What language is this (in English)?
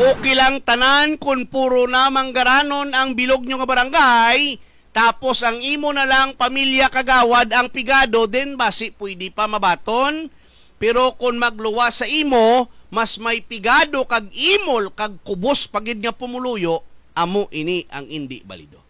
Hiligaynon